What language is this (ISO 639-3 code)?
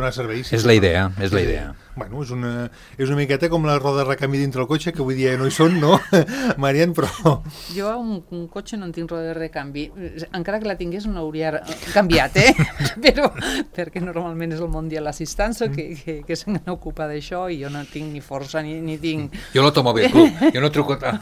cat